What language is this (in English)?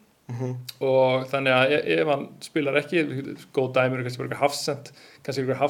Icelandic